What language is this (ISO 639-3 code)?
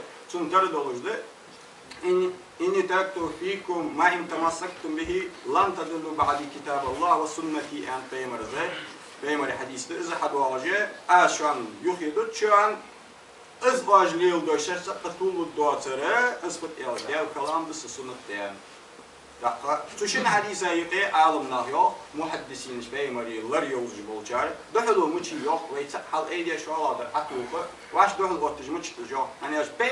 inh